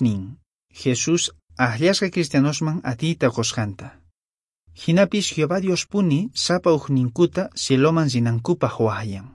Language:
Quechua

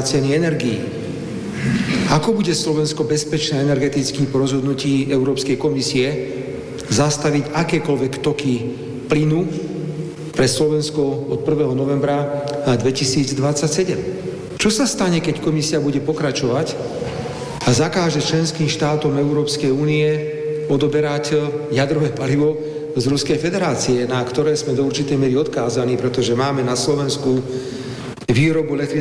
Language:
Slovak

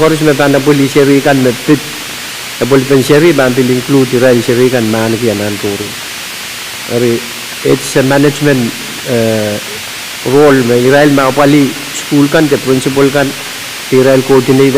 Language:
Pohnpeian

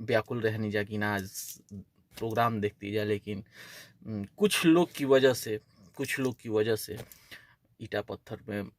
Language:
Bhojpuri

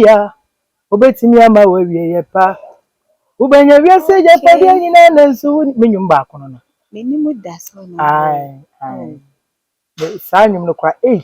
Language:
Akan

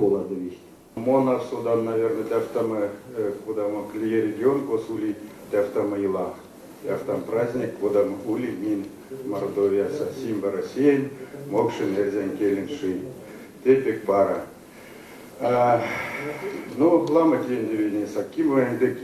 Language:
Erzya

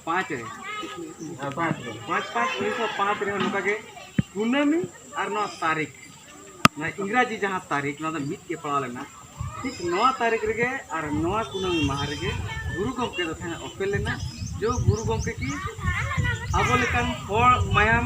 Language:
Santali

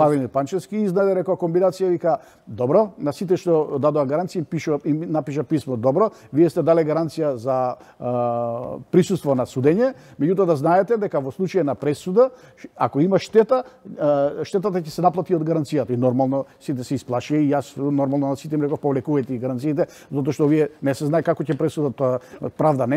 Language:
Macedonian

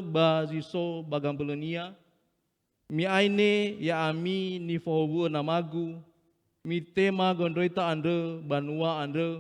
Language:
Nias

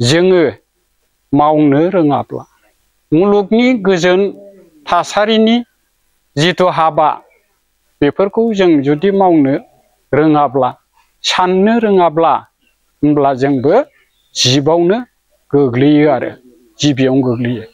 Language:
Bodo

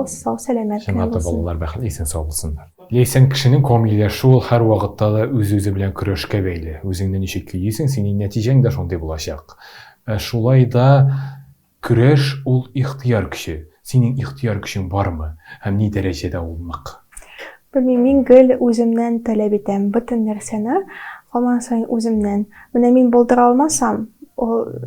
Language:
Tatar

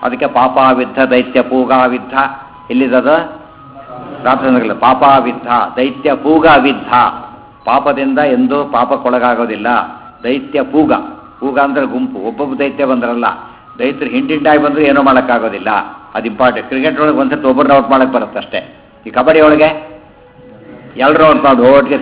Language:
Kannada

